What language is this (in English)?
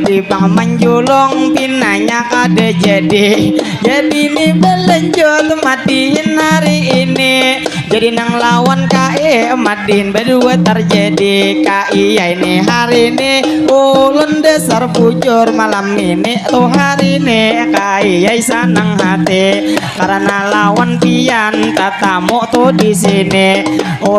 Banjar